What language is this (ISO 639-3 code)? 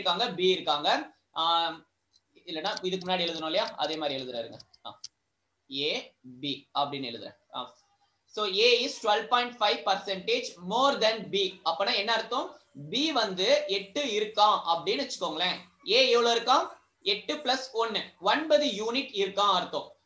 tam